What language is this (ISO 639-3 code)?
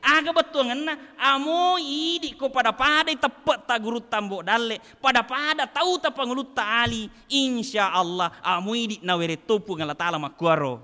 bug